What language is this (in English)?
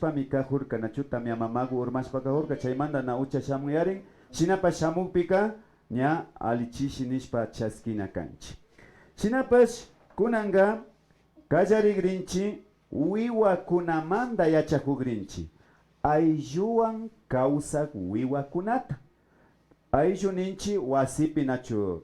Imbabura Highland Quichua